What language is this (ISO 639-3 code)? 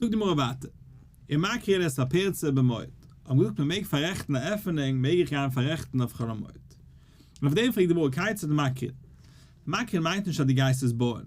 yid